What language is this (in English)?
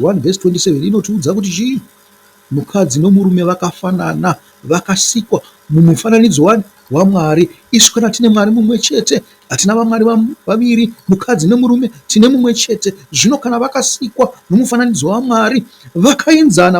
Shona